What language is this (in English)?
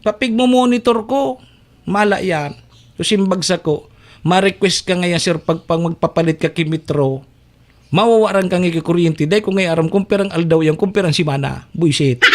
Bikol